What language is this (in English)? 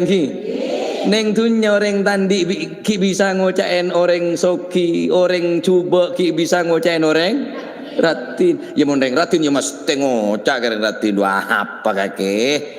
Madurese